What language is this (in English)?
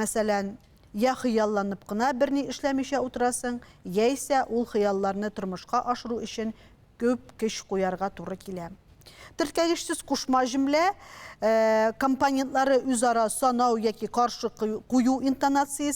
Tatar